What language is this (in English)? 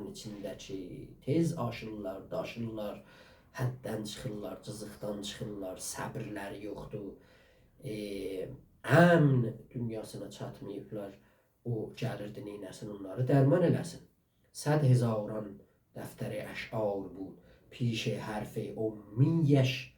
South Azerbaijani